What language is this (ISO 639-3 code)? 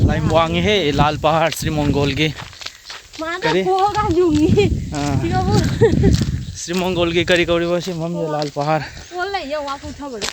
mni